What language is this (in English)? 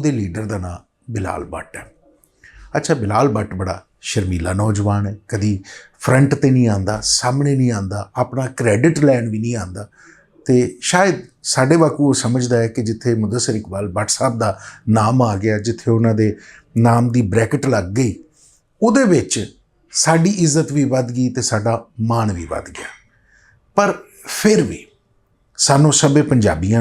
Western Panjabi